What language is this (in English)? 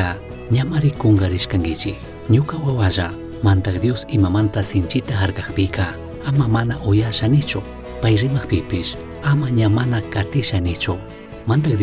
Chimborazo Highland Quichua